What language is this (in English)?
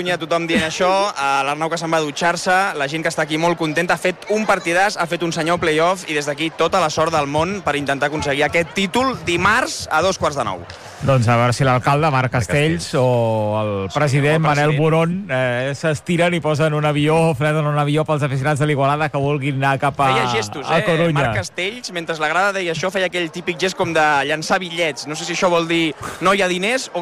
Catalan